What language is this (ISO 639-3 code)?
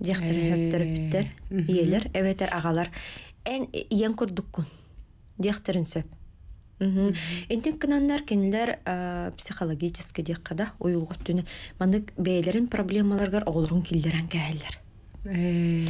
sah